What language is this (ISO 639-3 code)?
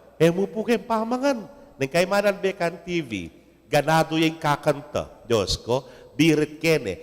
pam